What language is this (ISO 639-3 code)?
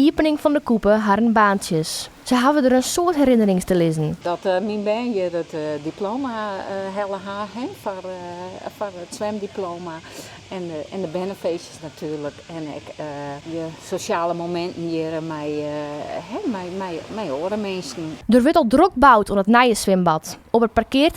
fry